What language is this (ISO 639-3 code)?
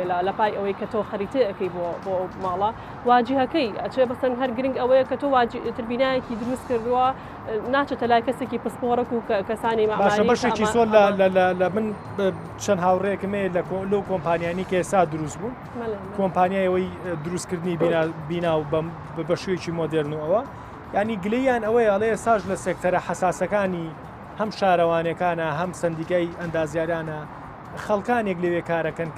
ckb